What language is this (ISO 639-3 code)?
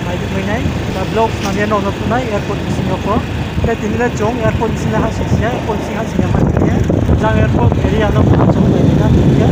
ria